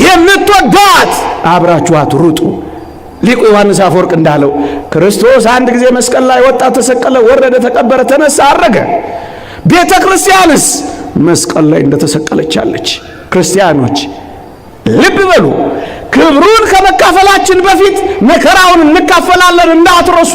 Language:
Amharic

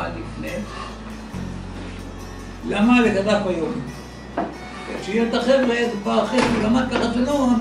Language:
Hebrew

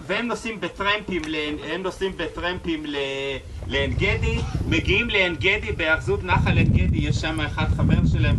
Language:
Hebrew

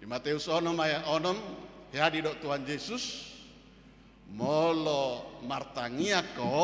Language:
Batak Toba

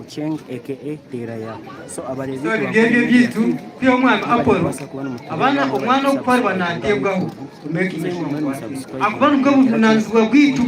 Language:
Nyankole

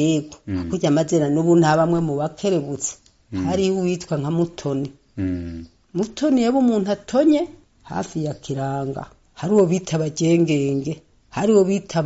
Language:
Rundi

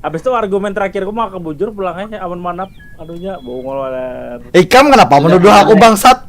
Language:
Banjar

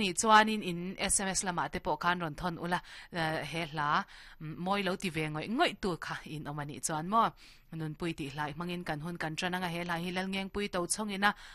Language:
Mizo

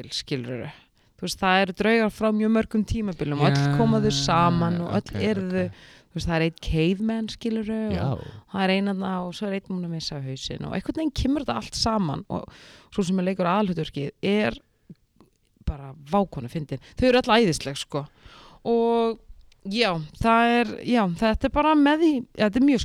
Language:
Icelandic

